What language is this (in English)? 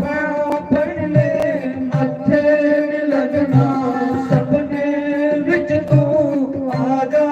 Dogri